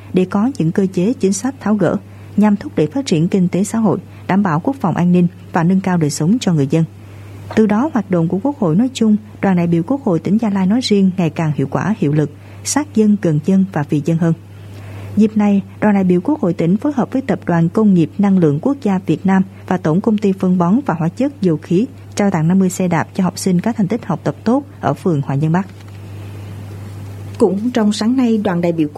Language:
Vietnamese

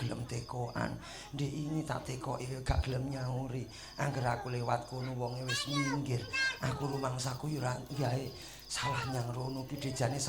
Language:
Javanese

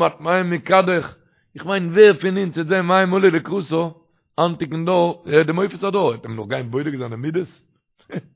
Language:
Yiddish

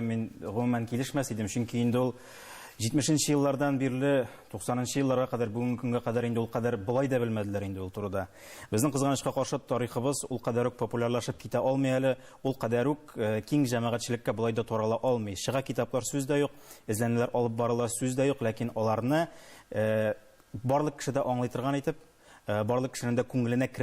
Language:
Tatar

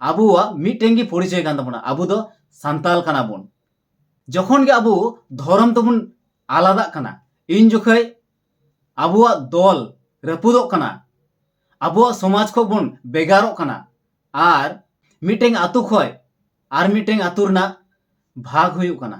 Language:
Santali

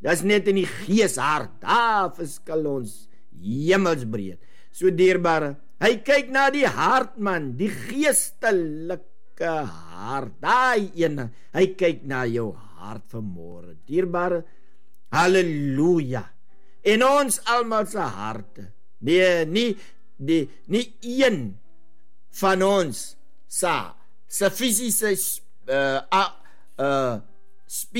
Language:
Afrikaans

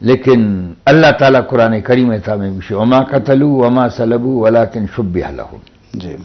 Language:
Eastern Balochi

